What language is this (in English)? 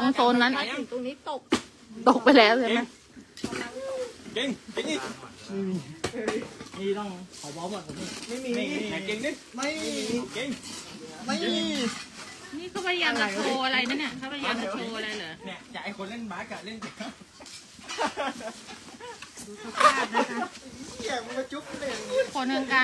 Thai